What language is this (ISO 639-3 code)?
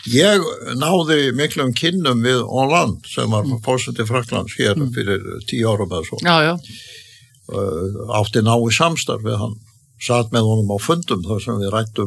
isl